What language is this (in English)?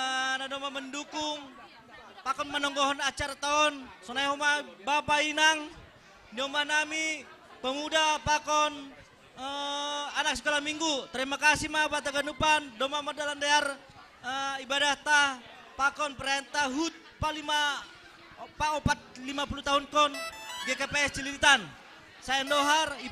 Batak Simalungun